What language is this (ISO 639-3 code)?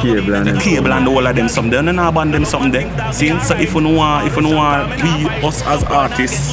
jam